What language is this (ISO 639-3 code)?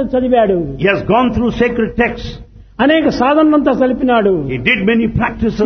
tel